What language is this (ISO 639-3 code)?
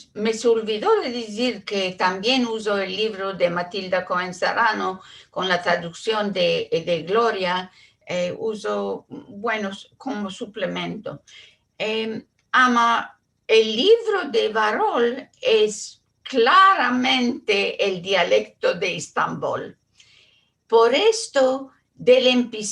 lad